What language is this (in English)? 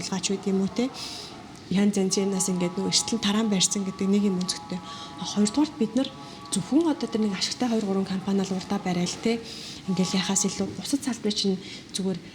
Mongolian